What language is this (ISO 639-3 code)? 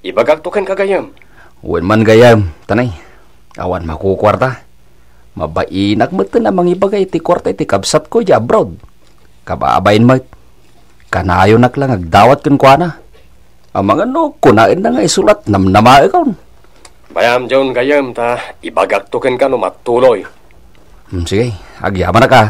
ilo